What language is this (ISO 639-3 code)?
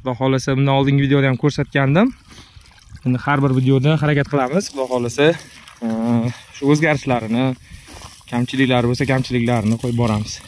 uzb